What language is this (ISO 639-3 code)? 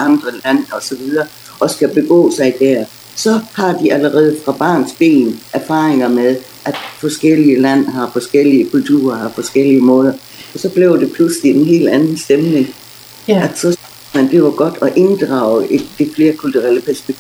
dan